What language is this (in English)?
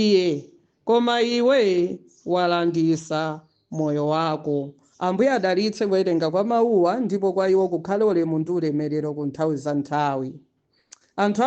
Nyanja